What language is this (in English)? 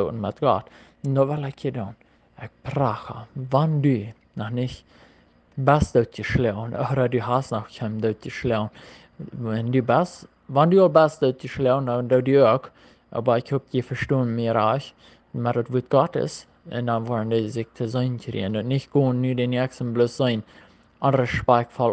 Plautdietsch